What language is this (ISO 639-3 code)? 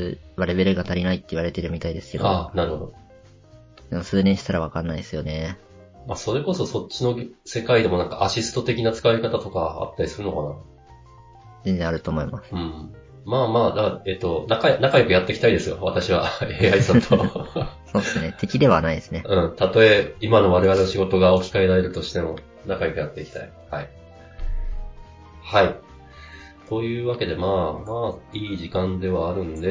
jpn